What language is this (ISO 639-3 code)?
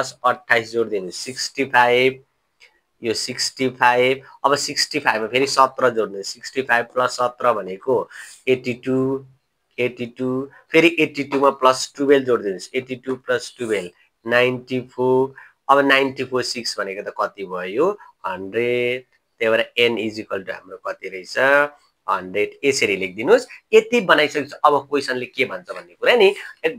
nep